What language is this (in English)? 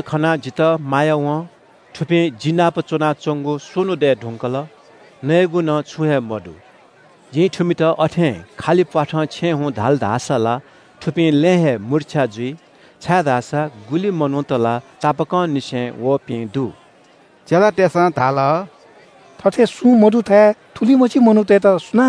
Newari